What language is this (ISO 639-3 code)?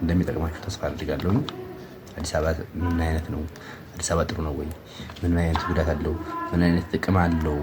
amh